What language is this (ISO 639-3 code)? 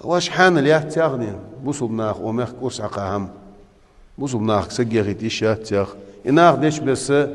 inh